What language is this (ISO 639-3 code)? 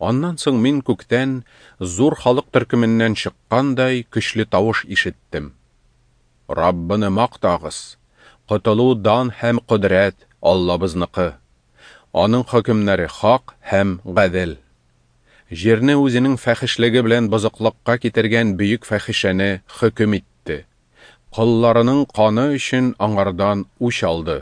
tat